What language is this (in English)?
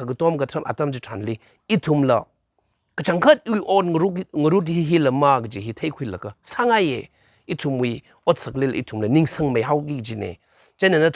Tangkhul Naga (India)